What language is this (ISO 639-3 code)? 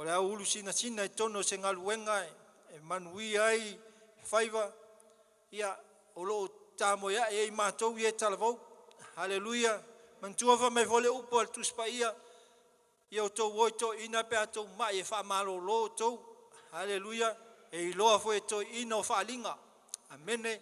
smo